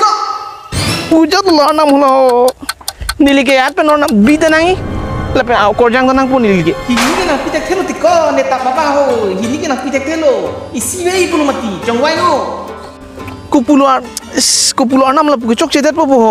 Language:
Karbi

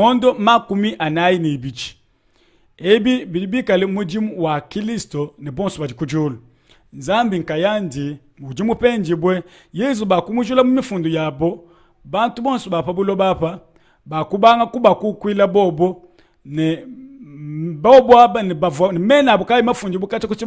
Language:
Luba-Lulua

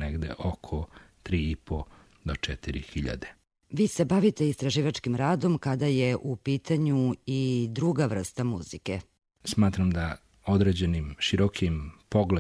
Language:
Serbian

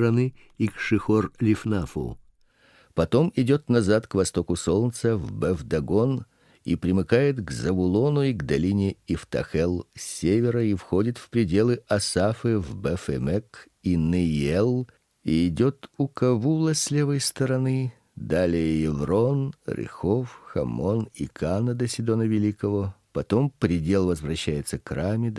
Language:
Russian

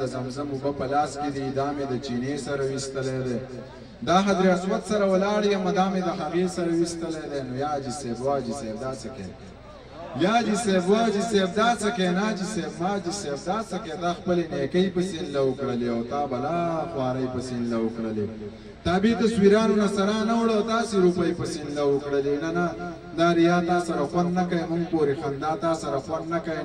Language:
Pashto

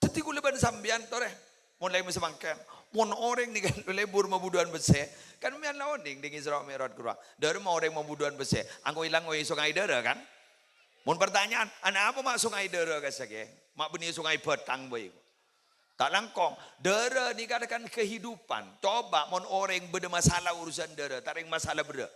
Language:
Madurese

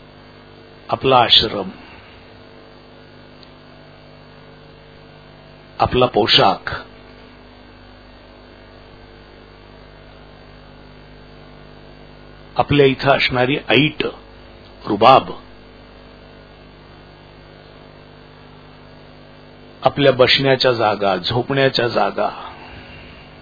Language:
Marathi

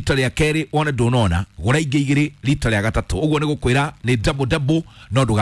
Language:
Kikuyu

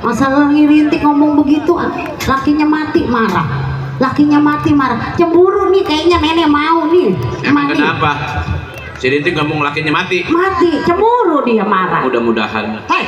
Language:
Betawi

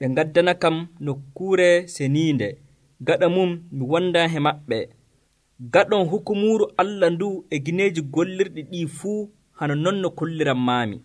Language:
Nigerian Fulfulde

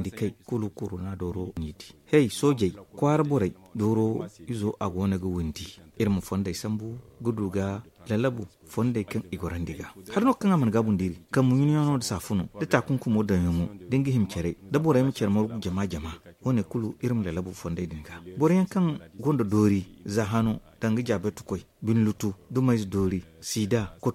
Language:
Zarma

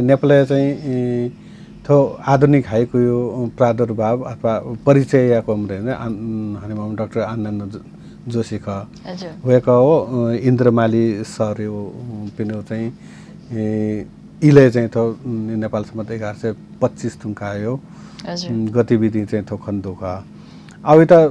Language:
Newari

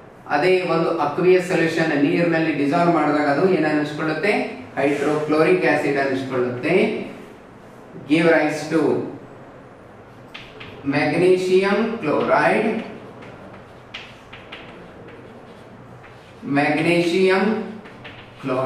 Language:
Kannada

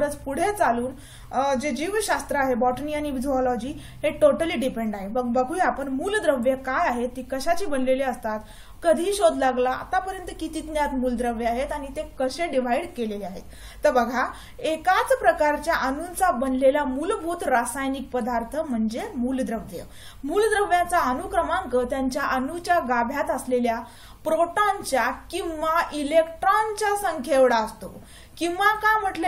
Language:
Marathi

